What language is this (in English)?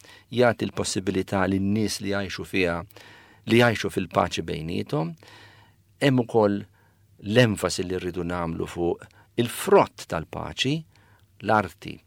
Maltese